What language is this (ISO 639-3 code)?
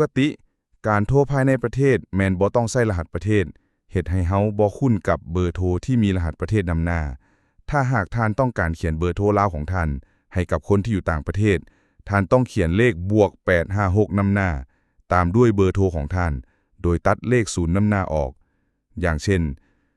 lao